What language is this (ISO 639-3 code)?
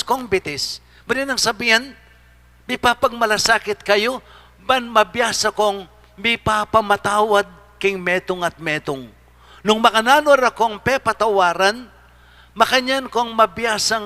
pam